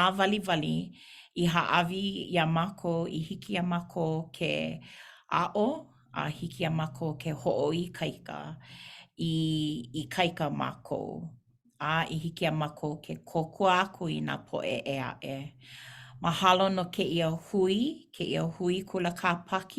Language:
Hawaiian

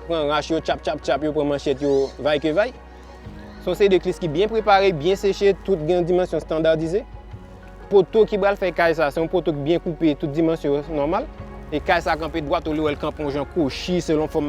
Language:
Haitian Creole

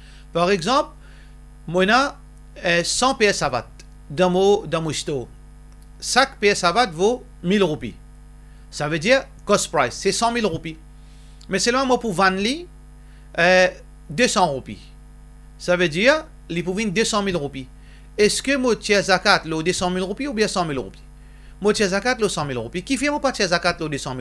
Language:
Morisyen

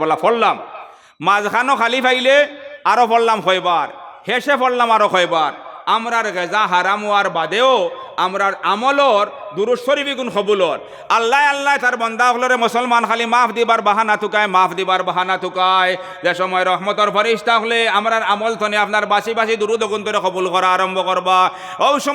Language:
Sylheti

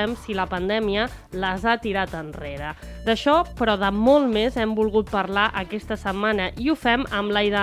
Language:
Catalan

